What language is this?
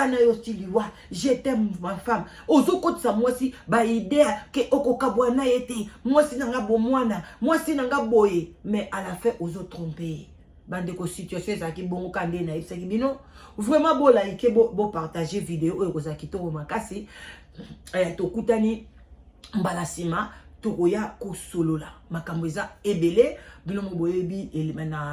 Lingala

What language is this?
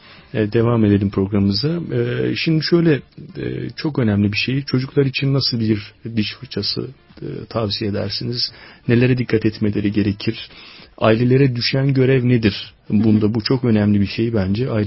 Turkish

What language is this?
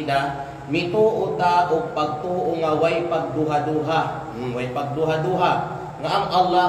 Kalagan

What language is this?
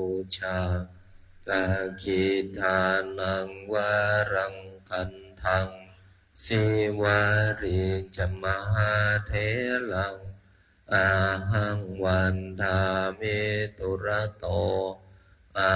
Pali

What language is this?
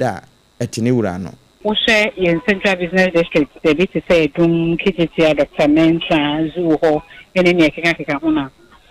Akan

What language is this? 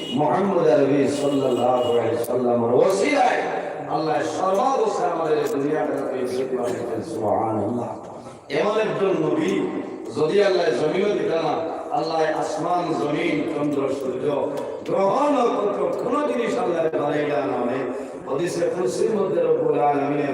Sylheti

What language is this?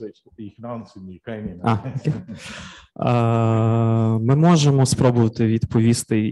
Ukrainian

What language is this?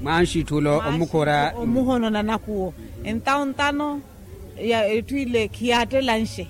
Makhuwa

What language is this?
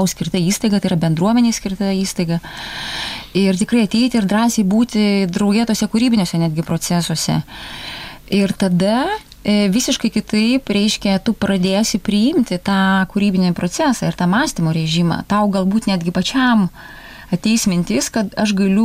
Lithuanian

